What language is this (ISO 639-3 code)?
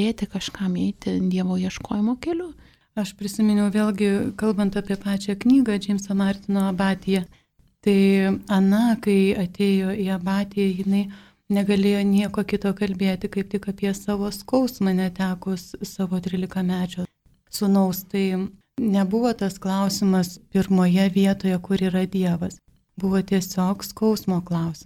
lit